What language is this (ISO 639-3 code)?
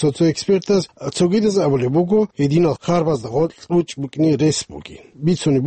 ava